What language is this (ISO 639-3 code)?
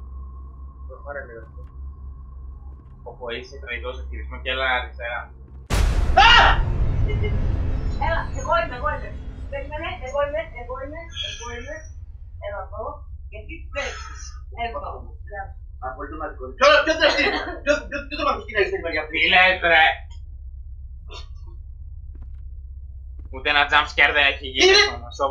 ell